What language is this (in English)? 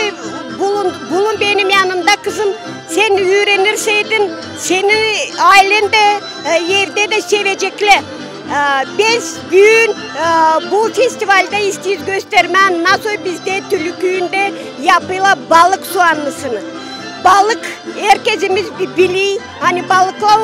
Gagauz